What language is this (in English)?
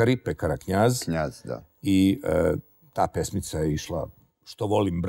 Serbian